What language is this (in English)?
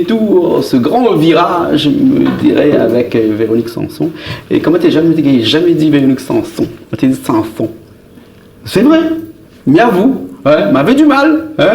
Réunion Creole French